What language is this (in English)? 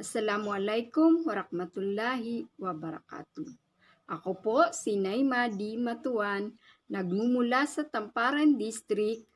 Maranao